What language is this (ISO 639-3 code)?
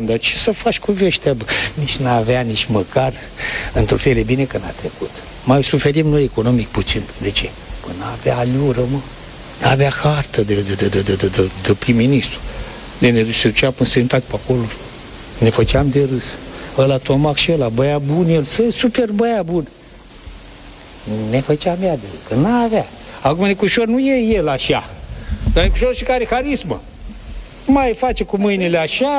ron